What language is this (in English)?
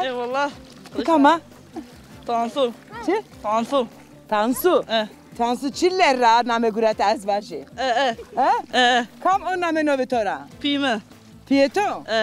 Zaza